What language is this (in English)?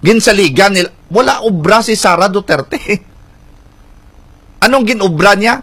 Hiligaynon